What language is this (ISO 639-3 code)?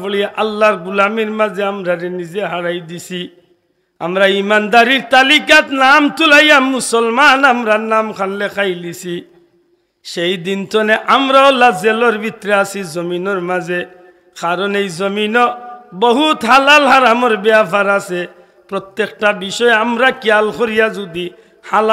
syl